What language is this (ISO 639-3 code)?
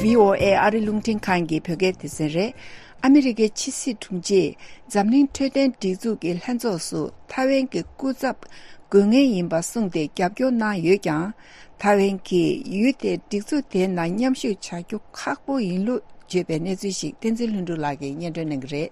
bod